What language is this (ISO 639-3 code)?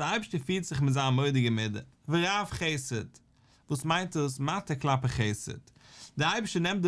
yid